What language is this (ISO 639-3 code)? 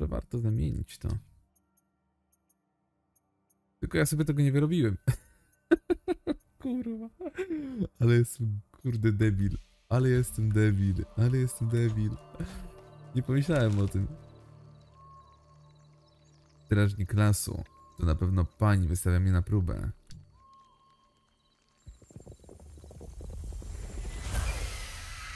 pol